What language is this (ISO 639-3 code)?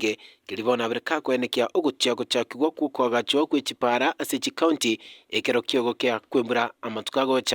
guz